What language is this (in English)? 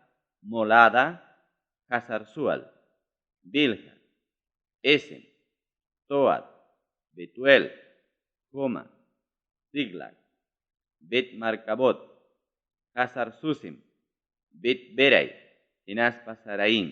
Ayacucho Quechua